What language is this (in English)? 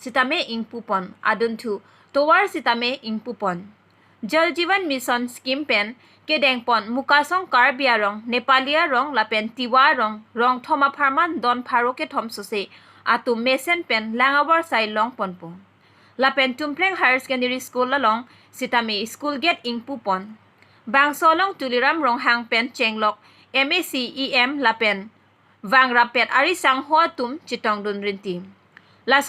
Karbi